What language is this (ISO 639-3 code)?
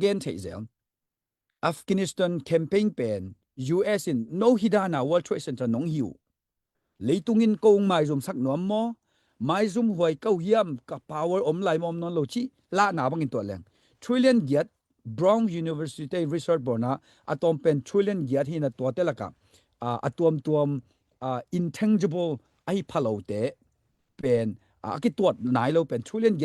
ctd